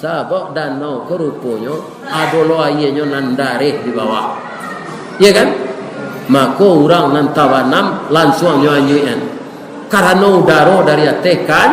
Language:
Minangkabau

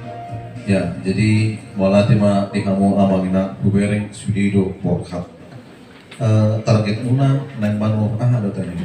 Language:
Batak Toba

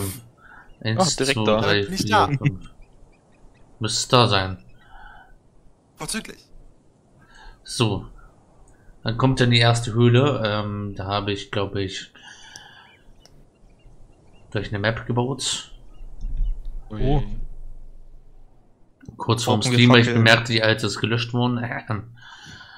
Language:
German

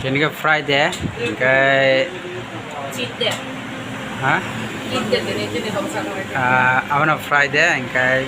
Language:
Kok Borok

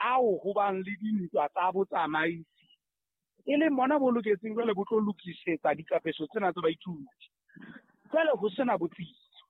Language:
Southern Sotho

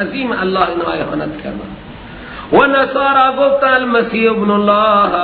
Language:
Persian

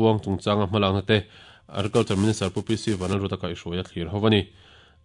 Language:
Mizo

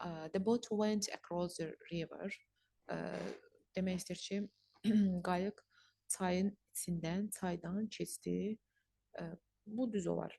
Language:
Azerbaijani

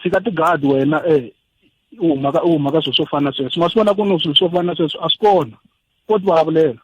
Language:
Tsonga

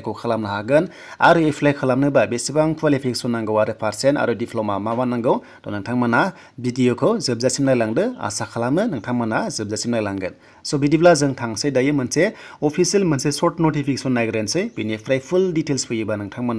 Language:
Bodo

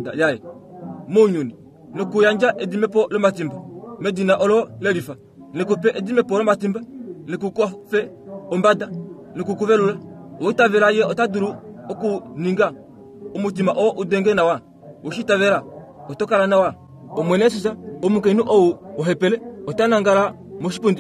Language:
Kuanyama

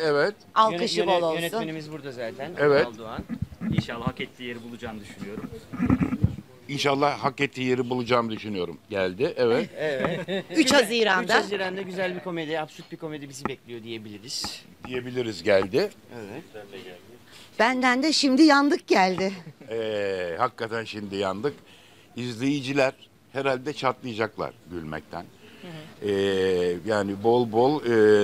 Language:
Turkish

